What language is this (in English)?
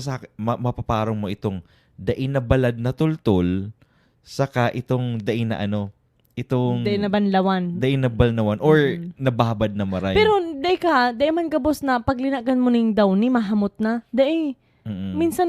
Bikol